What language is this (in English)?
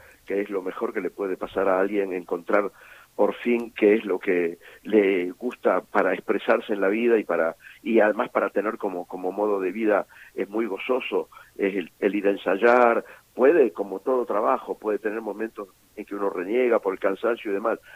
Spanish